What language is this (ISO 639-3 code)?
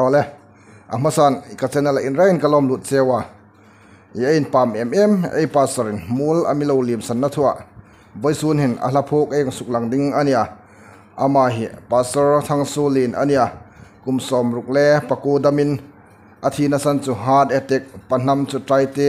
hmr